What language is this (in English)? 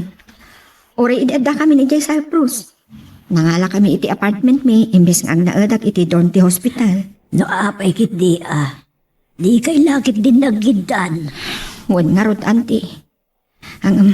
Iloko